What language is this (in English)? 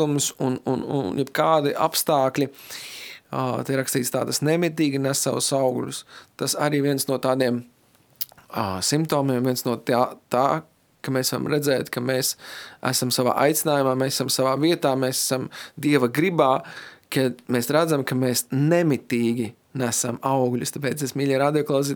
Latvian